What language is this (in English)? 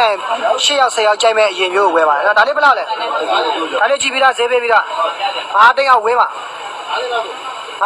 Burmese